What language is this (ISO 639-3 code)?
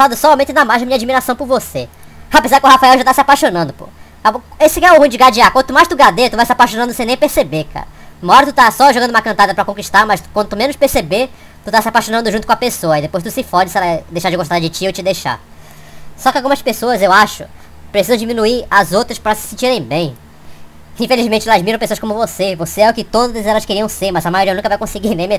por